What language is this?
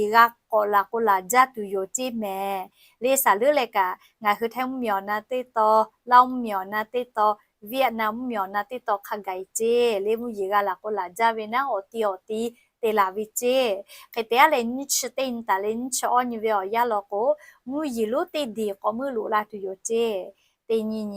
Lahu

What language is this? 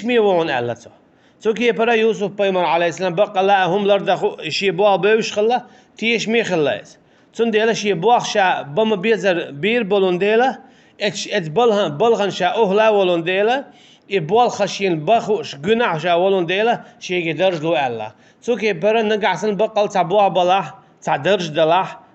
Chechen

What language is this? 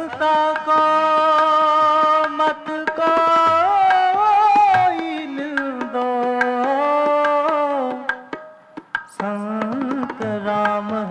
Punjabi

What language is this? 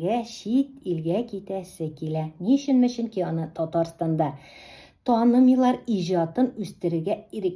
Tatar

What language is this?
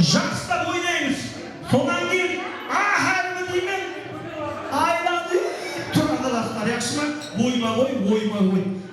Kara-Kalpak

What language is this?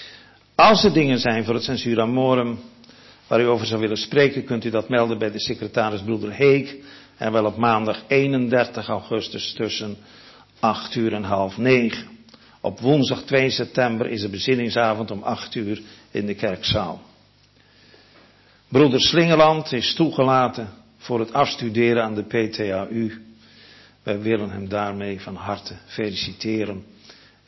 Dutch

